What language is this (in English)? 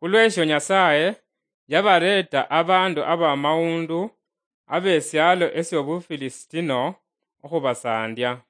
Luyia